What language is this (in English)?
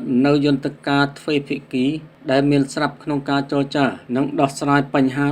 Khmer